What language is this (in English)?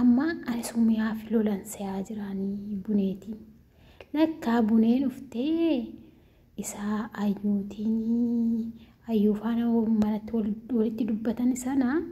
Oromo